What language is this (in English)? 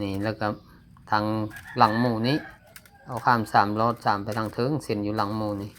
Lao